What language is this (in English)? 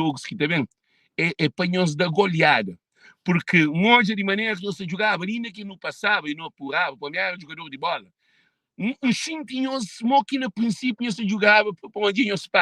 Kabuverdianu